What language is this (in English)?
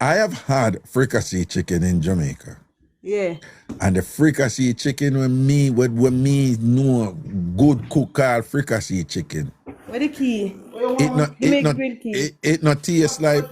Jamaican Creole English